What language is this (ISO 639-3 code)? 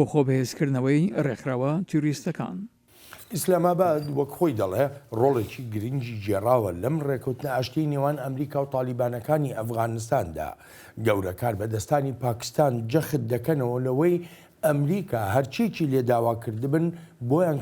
ckb